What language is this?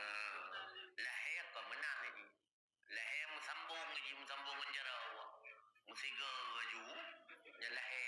Achinese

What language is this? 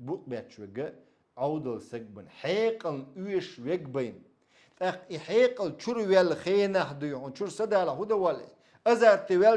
Chechen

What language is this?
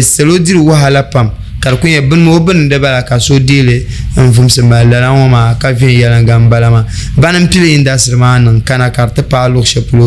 Dagbani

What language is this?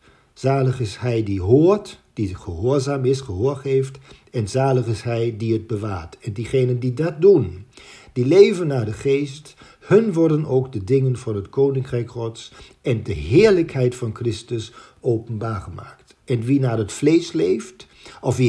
Dutch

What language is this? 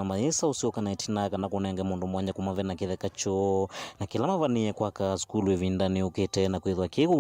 Kamba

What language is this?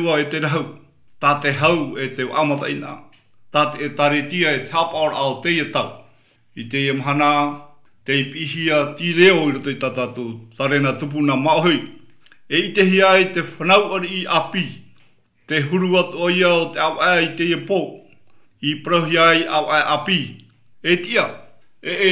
Tahitian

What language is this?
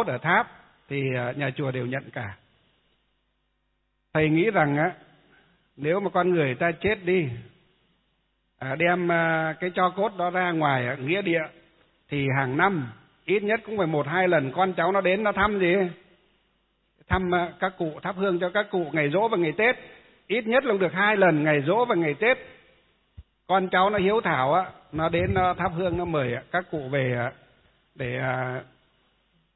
Vietnamese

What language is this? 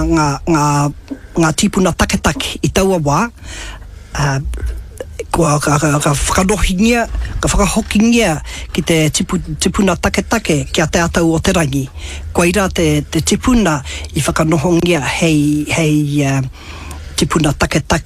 Māori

